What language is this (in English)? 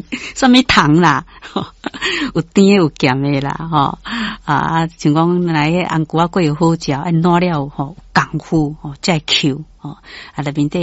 Min Nan Chinese